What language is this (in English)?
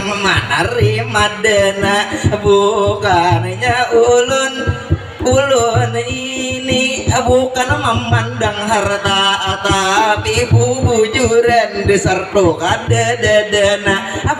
Banjar